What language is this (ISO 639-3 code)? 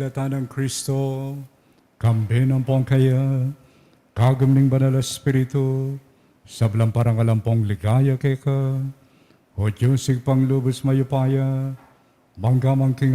pam